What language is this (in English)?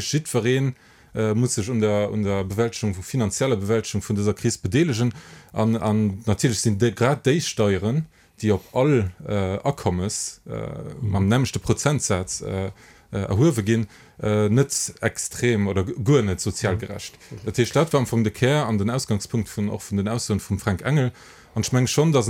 Luxembourgish